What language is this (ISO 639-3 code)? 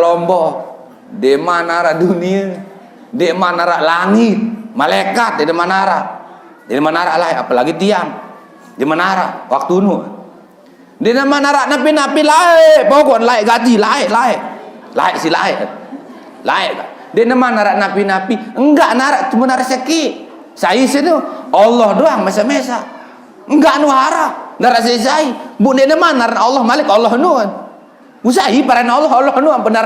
sas